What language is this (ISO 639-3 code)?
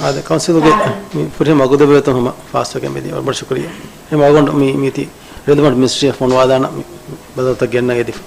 div